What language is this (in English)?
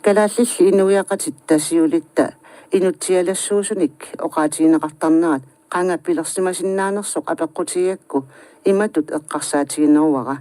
Kalaallisut